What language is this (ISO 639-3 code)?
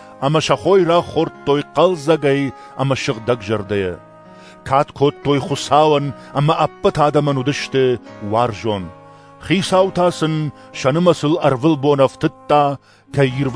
oss